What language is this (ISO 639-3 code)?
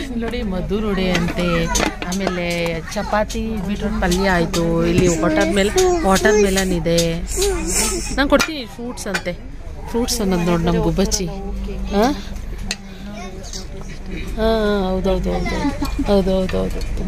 kan